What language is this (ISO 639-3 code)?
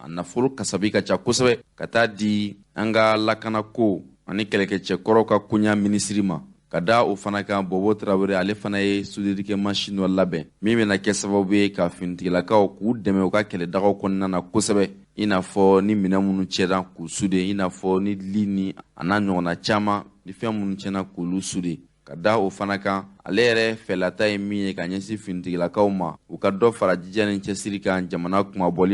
bam